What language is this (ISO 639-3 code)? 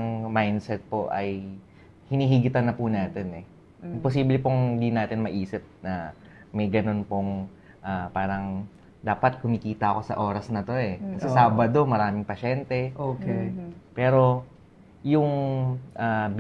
fil